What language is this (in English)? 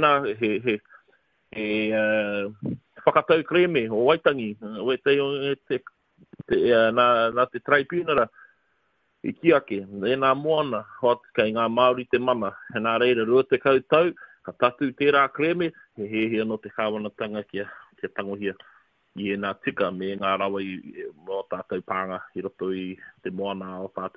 Māori